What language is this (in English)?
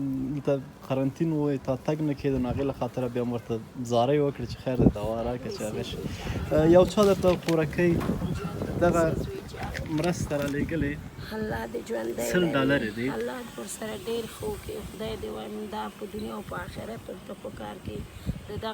Pashto